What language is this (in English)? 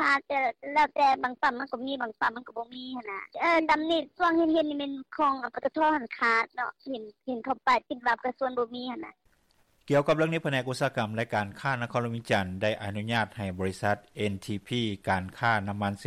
Lao